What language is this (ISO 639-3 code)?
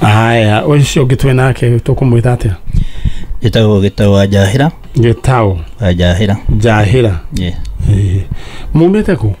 kik